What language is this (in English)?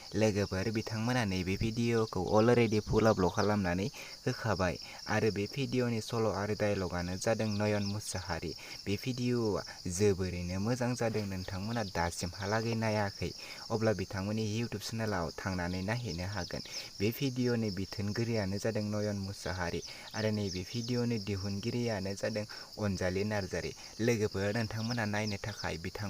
Bodo